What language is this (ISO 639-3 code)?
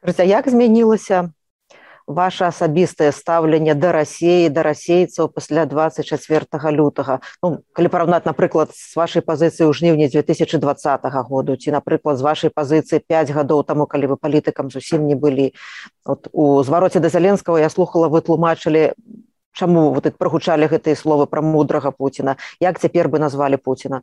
bel